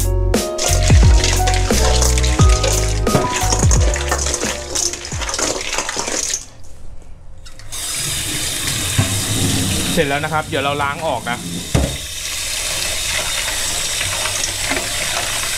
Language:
Thai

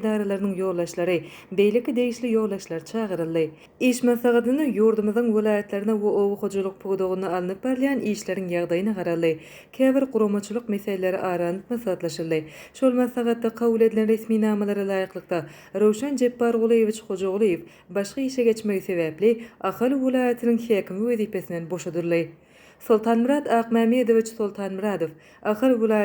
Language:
Turkmen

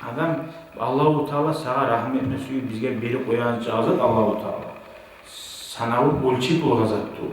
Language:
Kumyk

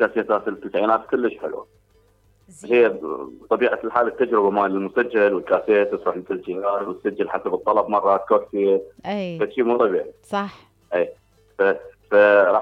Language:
Mesopotamian Arabic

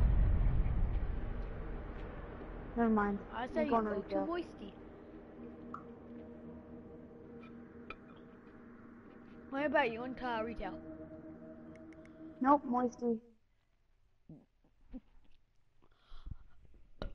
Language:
English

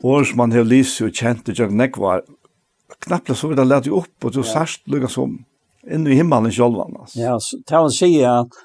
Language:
Faroese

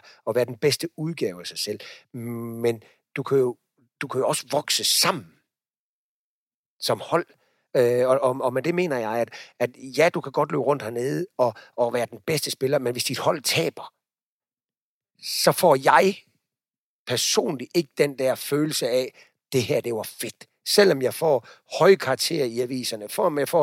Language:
Danish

